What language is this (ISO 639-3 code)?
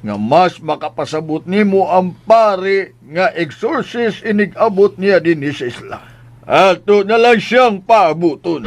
ceb